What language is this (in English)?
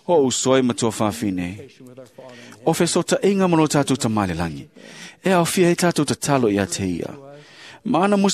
Samoan